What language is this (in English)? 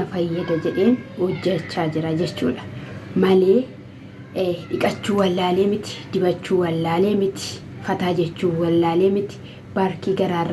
Oromo